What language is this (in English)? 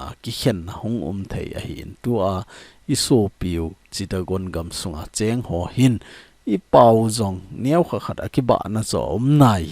Thado Chin